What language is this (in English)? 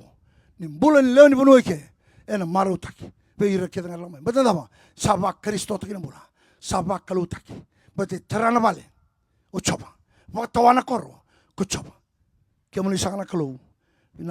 Fijian